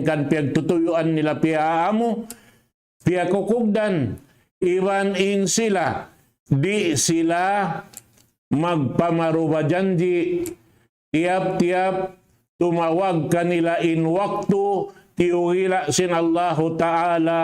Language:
Tausug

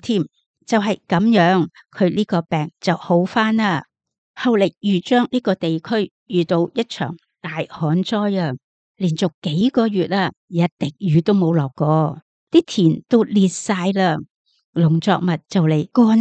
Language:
Cantonese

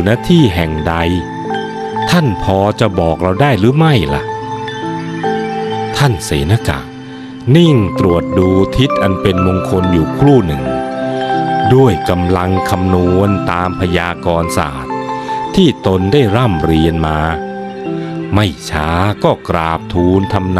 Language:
Thai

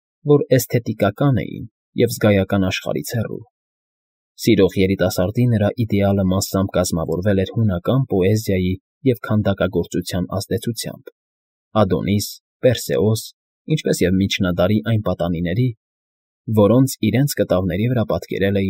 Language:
Armenian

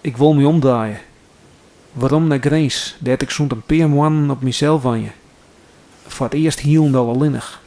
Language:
Western Frisian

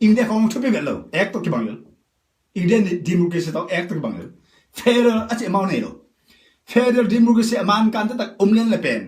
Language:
Tedim Chin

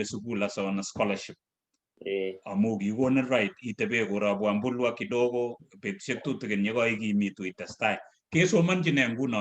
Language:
Kalenjin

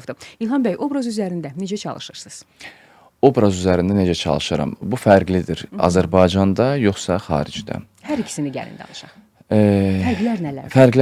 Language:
Azerbaijani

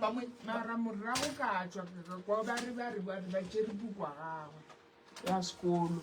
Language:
Northern Sotho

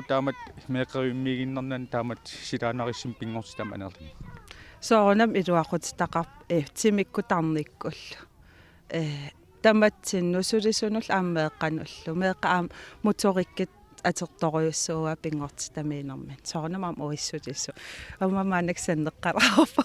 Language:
Kalaallisut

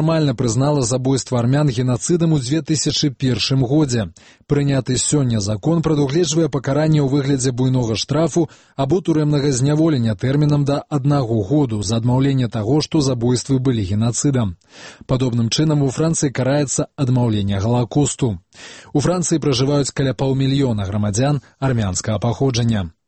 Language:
Belarusian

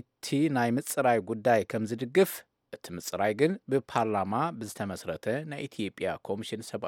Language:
Tigrinya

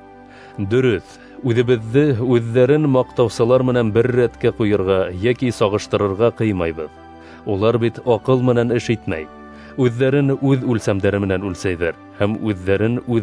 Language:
Bashkir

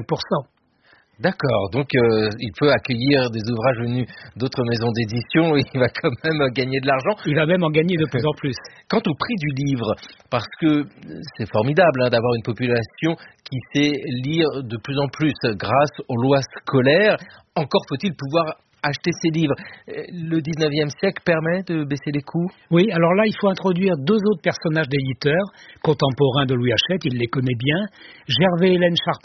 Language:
French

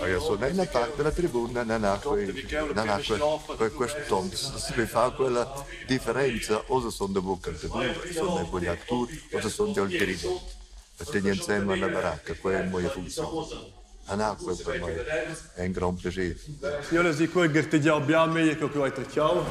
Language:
Romansh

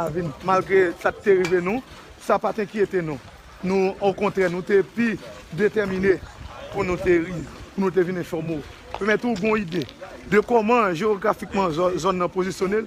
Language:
Haitian Creole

